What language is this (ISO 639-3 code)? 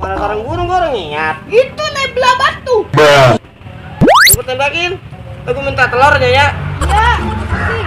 bew